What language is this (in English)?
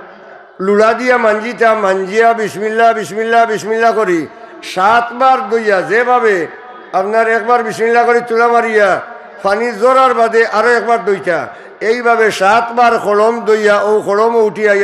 Sylheti